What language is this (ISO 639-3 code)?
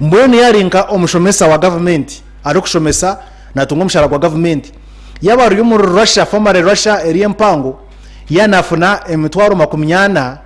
nyn